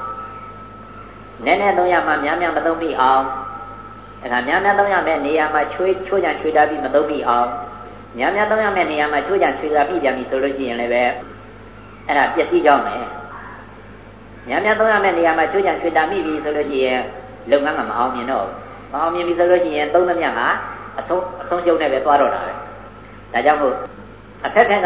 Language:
Burmese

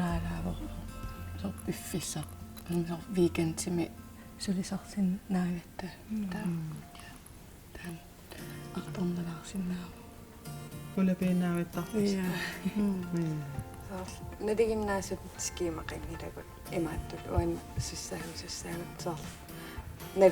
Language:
Kalaallisut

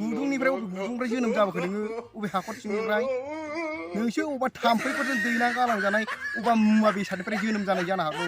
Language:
Bodo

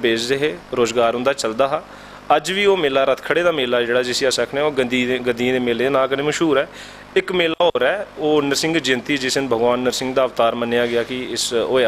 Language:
Dogri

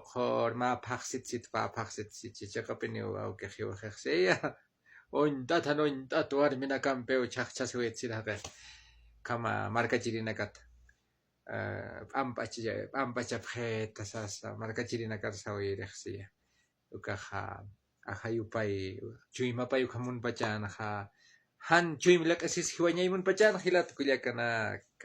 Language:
Aymara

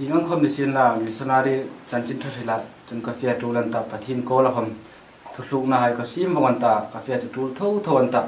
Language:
Hmar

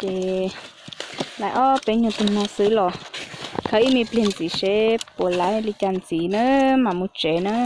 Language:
Hmong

